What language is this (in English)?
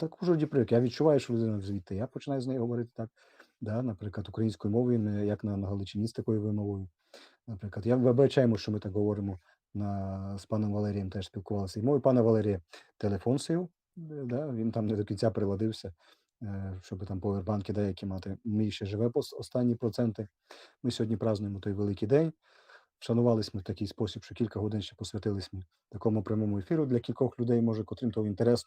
Rusyn